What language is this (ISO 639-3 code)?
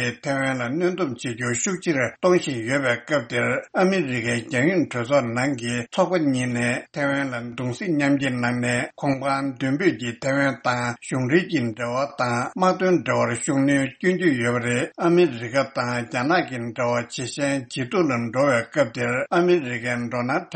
bod